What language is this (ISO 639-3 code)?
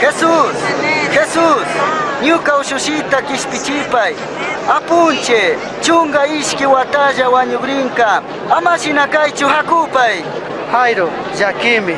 qug